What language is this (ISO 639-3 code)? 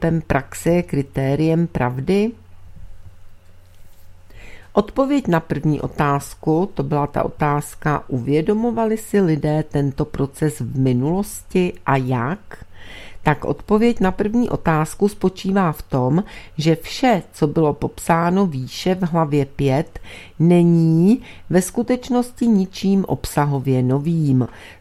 ces